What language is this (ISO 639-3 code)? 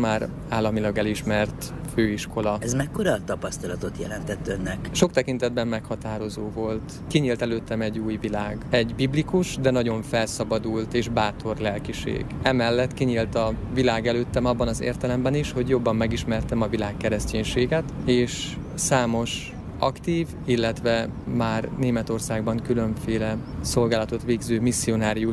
hun